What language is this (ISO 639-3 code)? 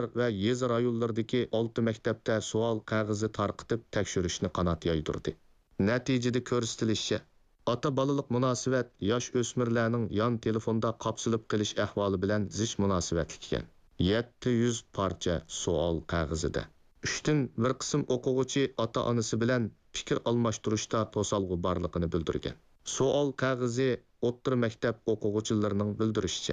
uig